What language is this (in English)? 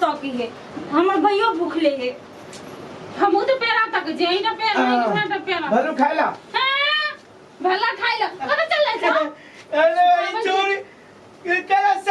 Maithili